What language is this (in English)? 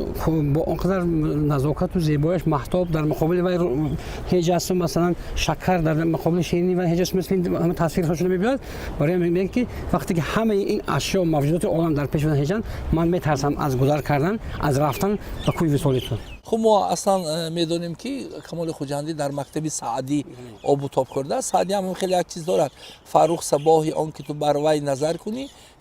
Tajik